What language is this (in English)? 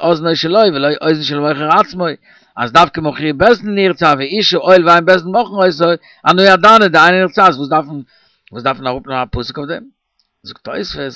Yiddish